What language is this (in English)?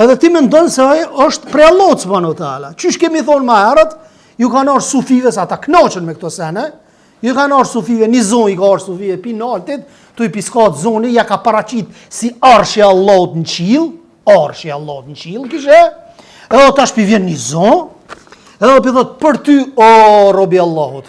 Albanian